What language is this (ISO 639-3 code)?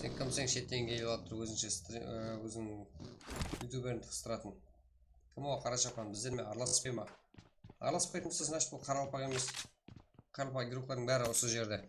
kaa